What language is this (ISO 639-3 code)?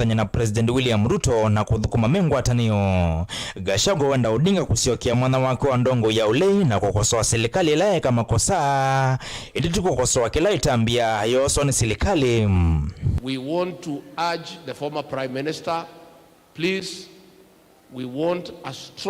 kam